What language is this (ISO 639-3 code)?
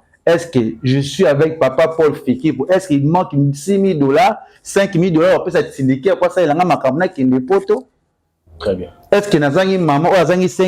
lin